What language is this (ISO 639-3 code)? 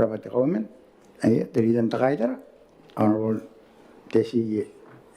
gil